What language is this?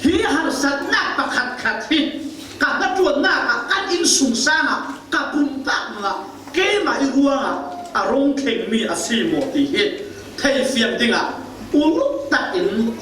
Falam Chin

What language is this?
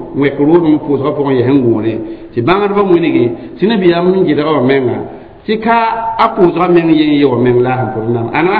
Mossi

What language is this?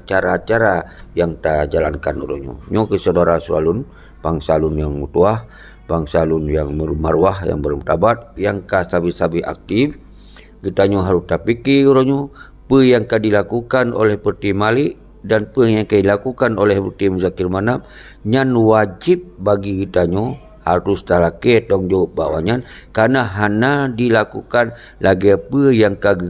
Achinese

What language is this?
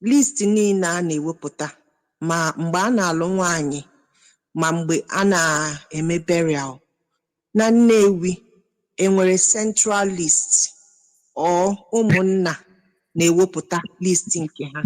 Igbo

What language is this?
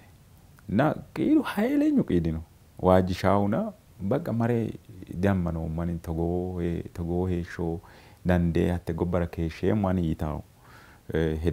Sidamo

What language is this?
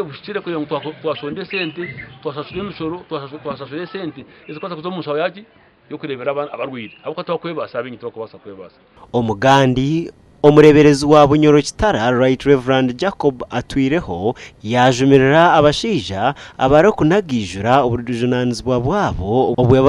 Nyankole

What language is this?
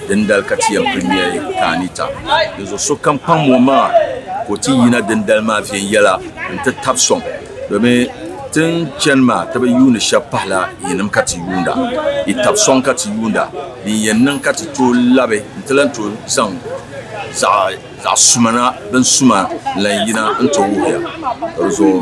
Dagbani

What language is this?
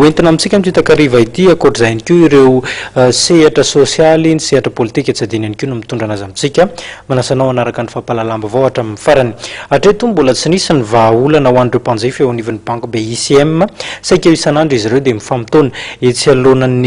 Malagasy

